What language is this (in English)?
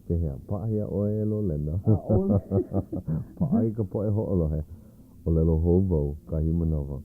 Hawaiian